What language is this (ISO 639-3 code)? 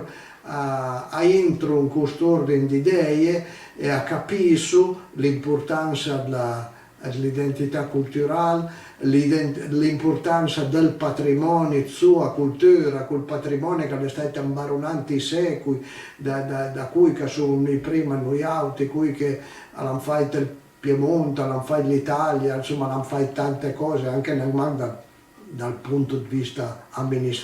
pms